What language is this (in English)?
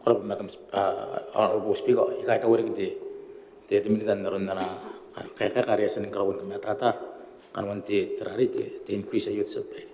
Gilbertese